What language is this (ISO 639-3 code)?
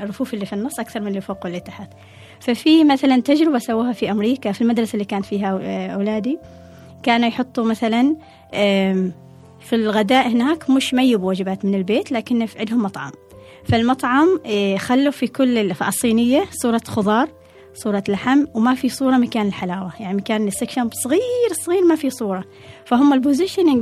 afb